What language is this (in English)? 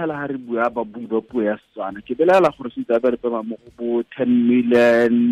Tswana